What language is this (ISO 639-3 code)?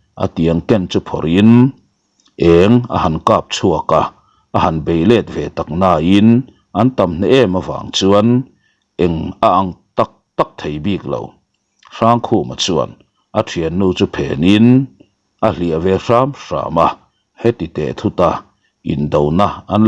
lus